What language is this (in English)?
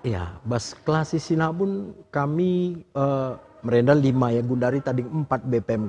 Batak Karo